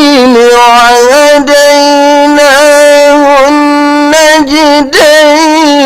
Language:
Fula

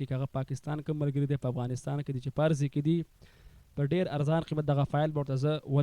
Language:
Pashto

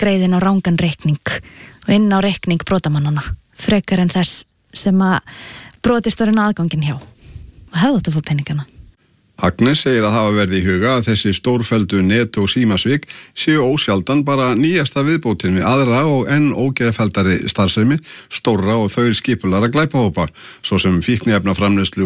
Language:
Icelandic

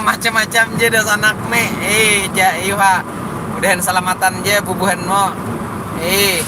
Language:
Banjar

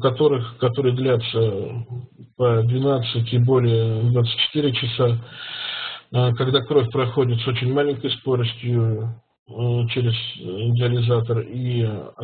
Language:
Russian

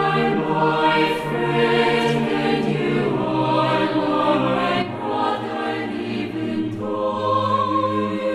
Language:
South Bolivian Quechua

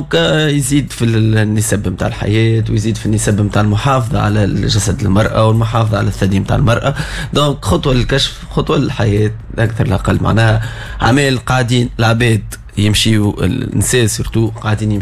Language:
Tunisian Arabic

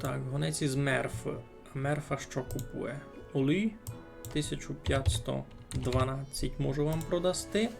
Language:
Rusyn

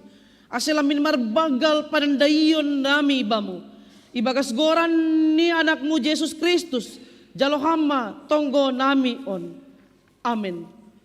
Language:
Batak Simalungun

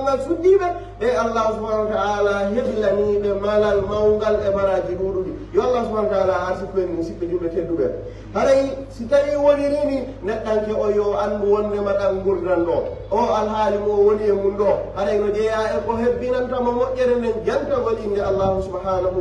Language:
Pular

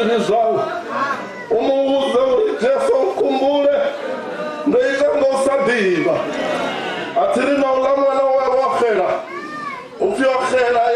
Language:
Venda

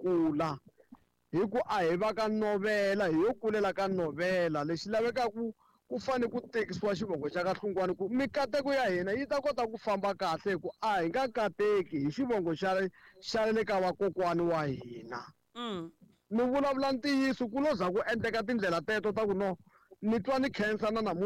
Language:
Tsonga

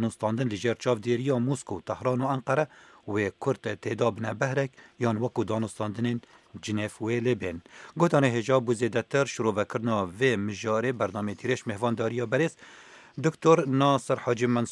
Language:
Kurdish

